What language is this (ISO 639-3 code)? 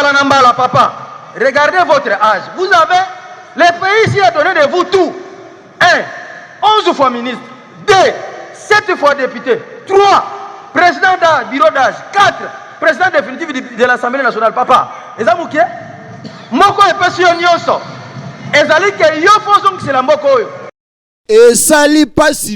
lin